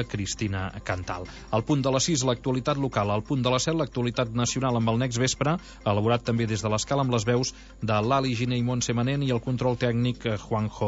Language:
Catalan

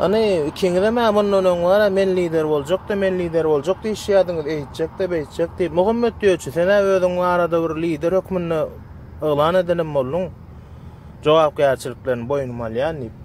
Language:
Turkmen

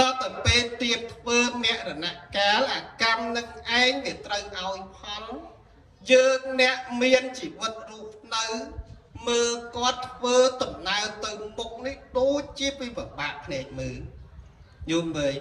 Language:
Khmer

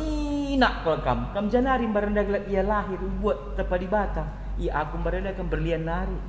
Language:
Batak Karo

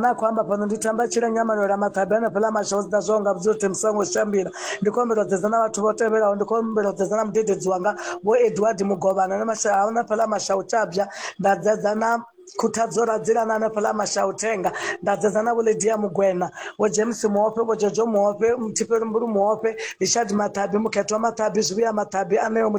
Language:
Venda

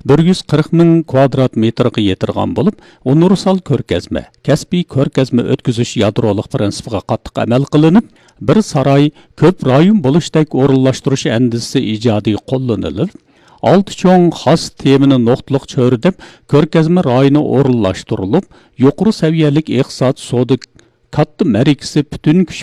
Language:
Uyghur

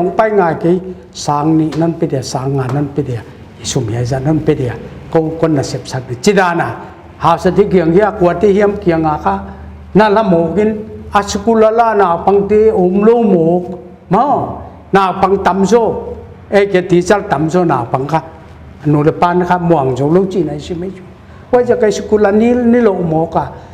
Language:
Paite Chin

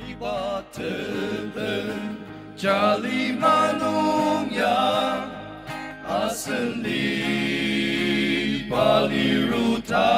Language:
Ao Naga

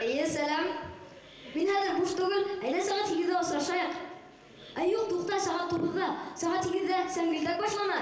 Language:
Bashkir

